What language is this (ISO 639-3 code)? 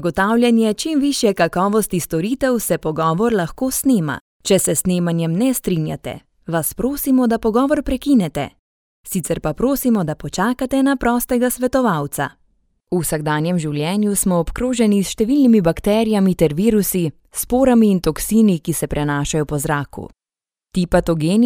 slv